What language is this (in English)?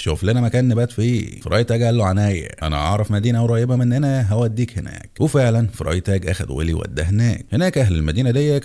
Egyptian Arabic